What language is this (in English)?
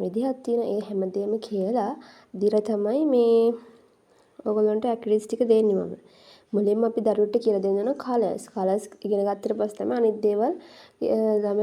Sinhala